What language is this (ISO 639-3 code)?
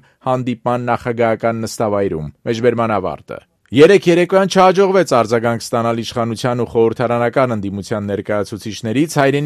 hye